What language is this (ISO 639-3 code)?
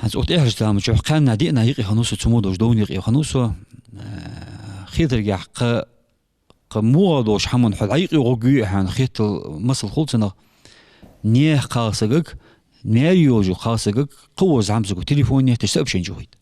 inh